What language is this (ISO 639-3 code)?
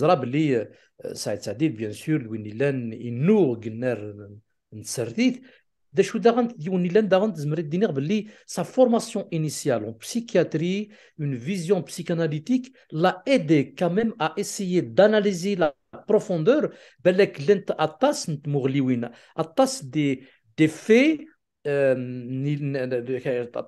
kab